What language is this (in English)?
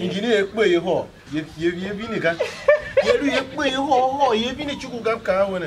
Tiv